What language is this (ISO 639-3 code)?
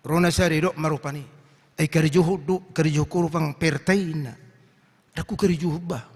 bbc